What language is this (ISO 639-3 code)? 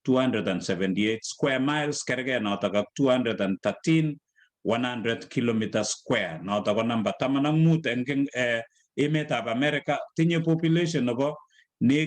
kln